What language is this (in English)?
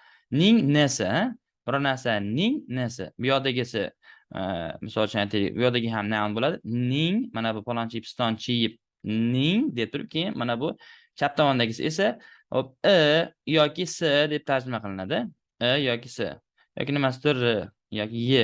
Uzbek